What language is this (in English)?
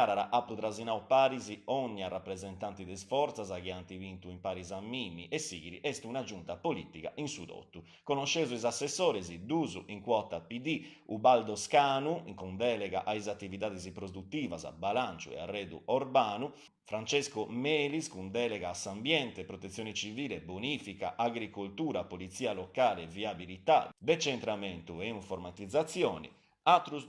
Sardinian